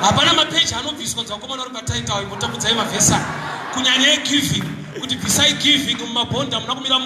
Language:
Shona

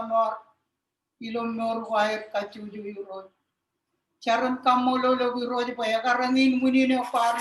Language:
Marshallese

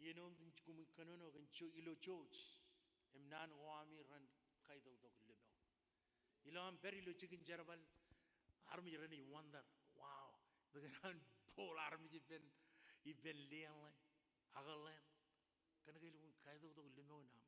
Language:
Marshallese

